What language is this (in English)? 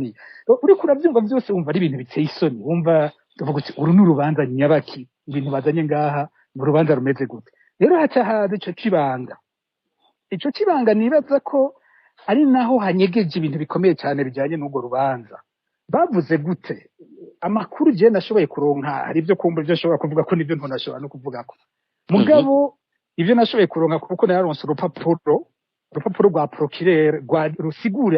Rundi